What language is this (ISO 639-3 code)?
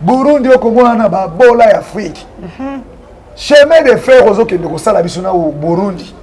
lin